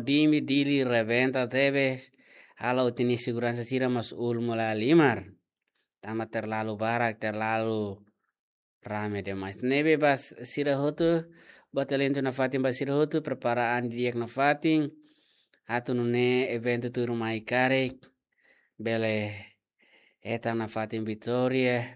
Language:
Tetum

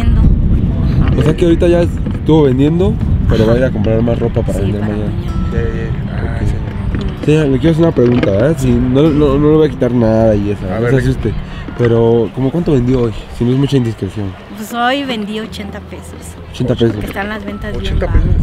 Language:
Spanish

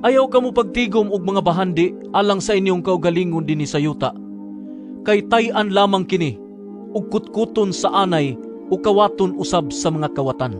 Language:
Cebuano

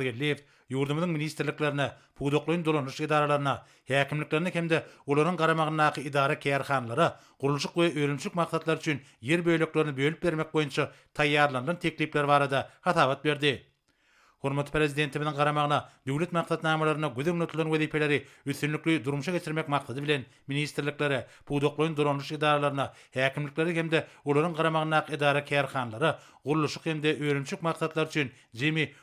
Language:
Turkmen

